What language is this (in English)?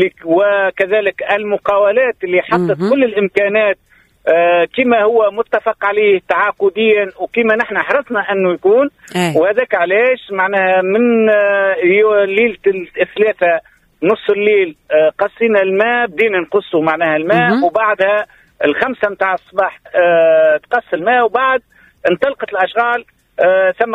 Tunisian Arabic